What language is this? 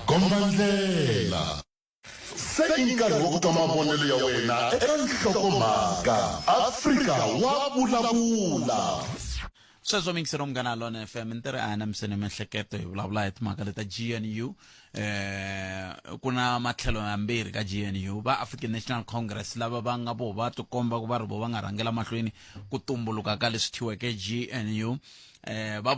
Tsonga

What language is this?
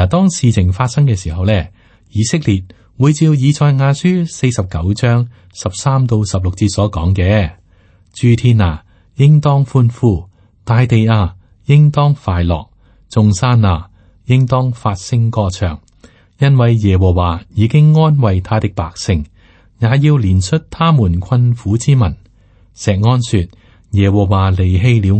Cantonese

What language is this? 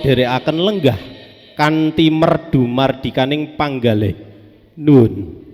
Javanese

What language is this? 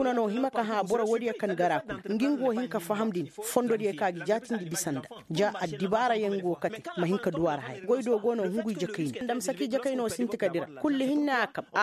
Koyraboro Senni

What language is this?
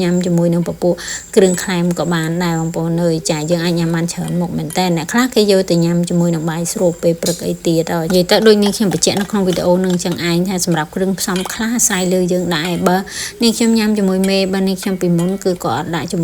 Khmer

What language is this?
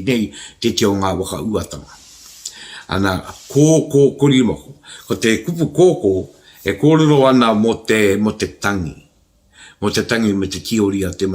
Māori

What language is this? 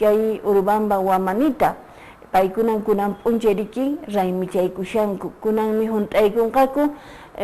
Quechua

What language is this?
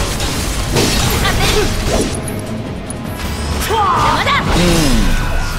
Japanese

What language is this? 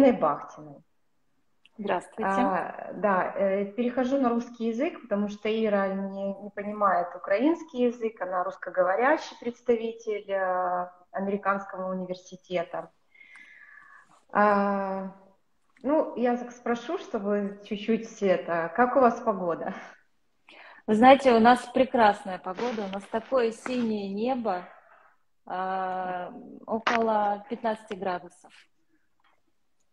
Russian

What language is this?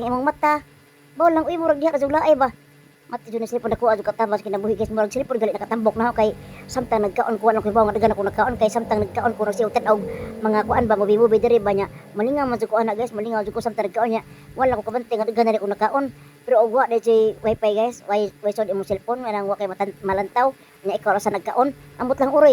Cebuano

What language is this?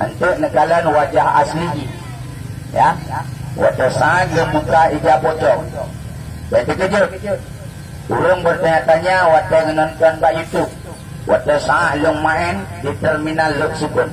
Achinese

